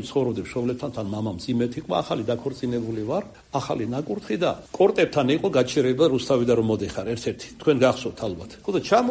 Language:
Georgian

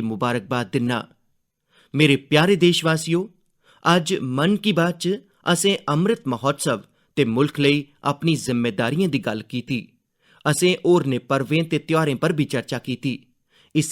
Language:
Dogri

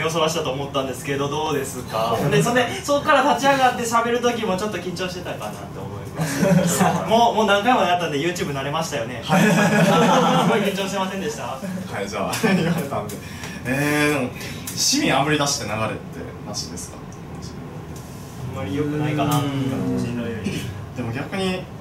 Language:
Japanese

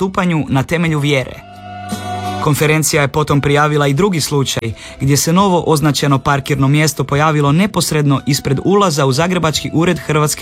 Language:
Croatian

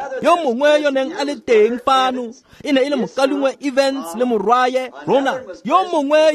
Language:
Tswana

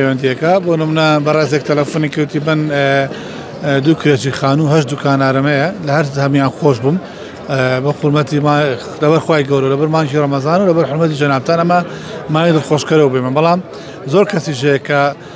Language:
Central Kurdish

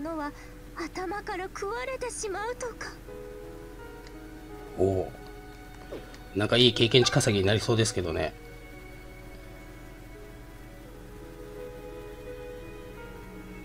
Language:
Japanese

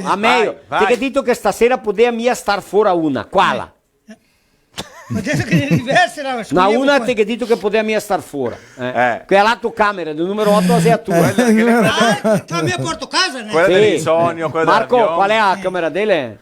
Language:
Venetian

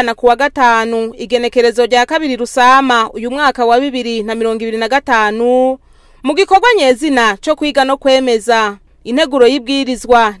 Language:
Rundi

